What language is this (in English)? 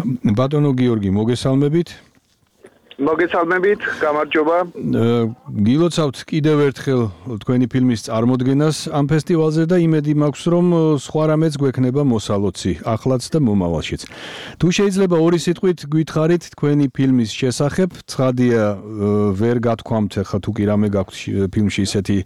Georgian